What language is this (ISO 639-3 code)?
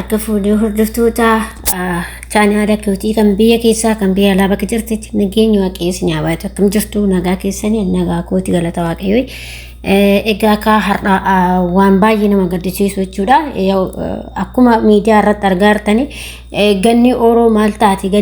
orm